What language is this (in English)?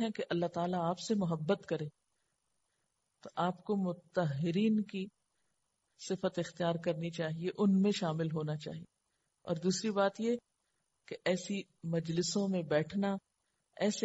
Urdu